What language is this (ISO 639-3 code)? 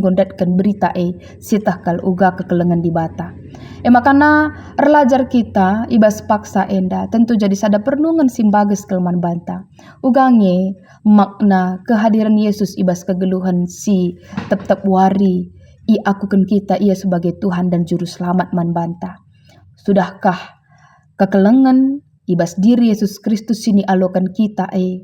btx